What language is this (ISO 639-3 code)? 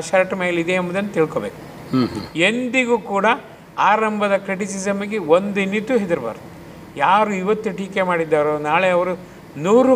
kan